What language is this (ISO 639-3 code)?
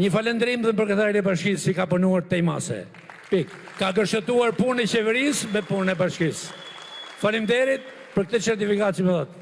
sqi